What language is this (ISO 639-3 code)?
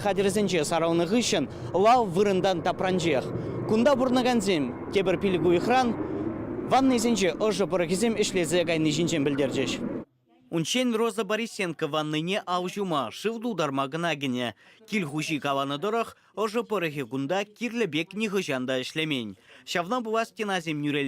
chv